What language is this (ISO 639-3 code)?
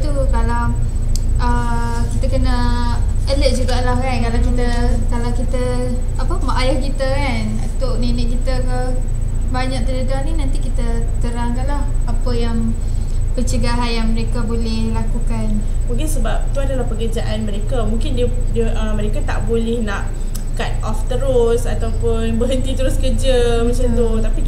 msa